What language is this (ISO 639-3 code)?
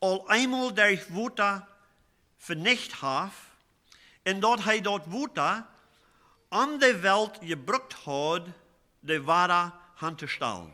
pdt